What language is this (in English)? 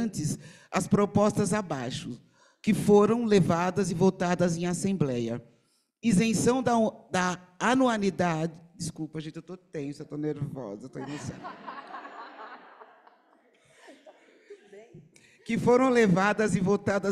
Portuguese